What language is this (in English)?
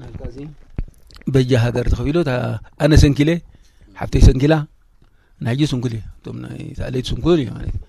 Tigrinya